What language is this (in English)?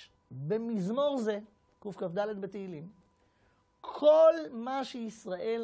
Hebrew